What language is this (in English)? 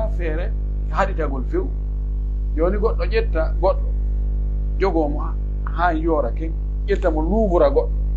Pular